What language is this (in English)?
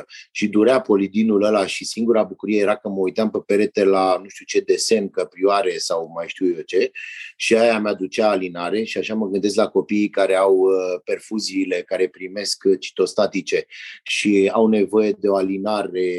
Romanian